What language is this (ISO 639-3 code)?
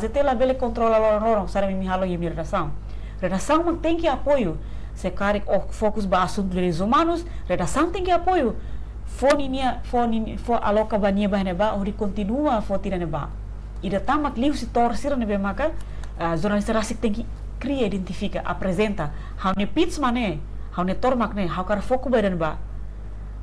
tet